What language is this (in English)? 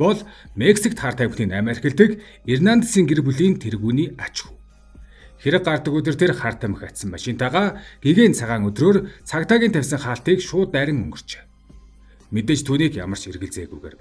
Mongolian